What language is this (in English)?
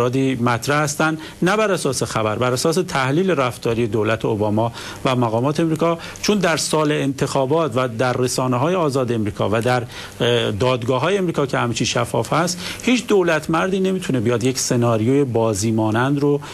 Persian